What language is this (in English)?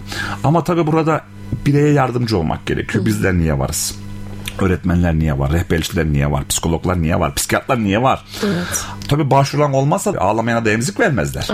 Turkish